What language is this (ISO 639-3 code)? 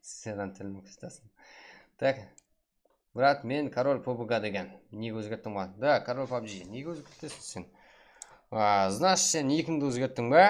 kaa